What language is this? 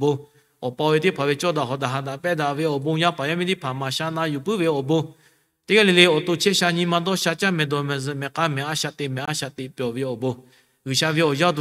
Lahu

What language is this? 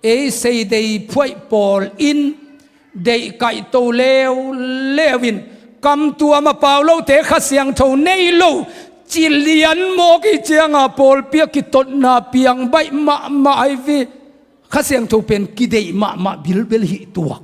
Tedim Chin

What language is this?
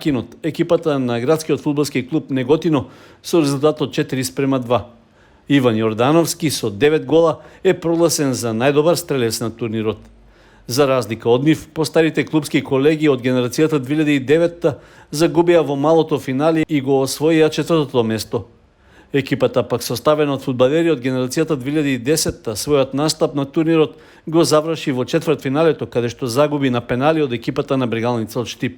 Macedonian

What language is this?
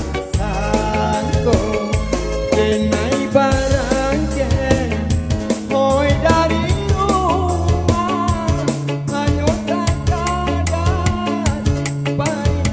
Minangkabau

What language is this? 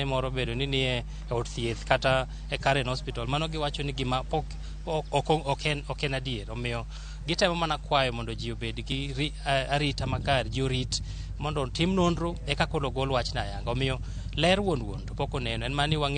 Luo (Kenya and Tanzania)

